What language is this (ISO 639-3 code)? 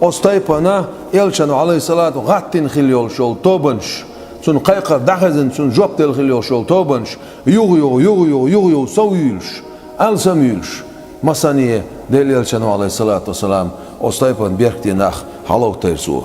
che